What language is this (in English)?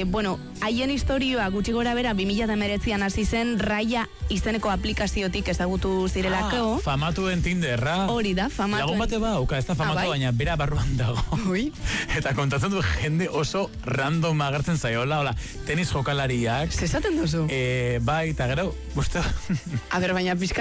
Basque